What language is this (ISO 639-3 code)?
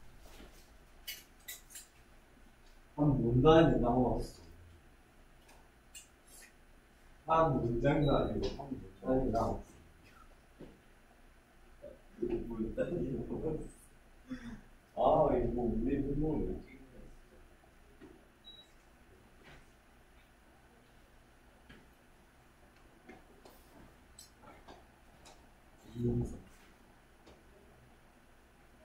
kor